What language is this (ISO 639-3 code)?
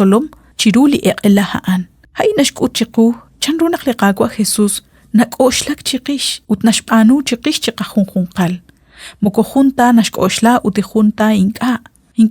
kek